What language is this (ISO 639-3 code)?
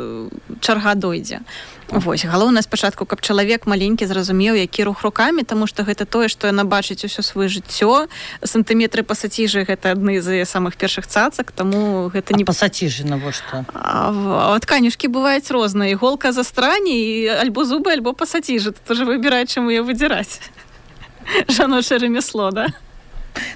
bel